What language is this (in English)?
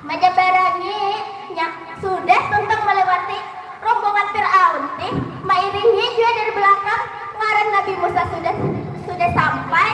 Banjar